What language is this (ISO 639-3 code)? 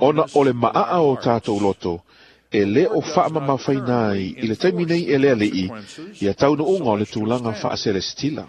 smo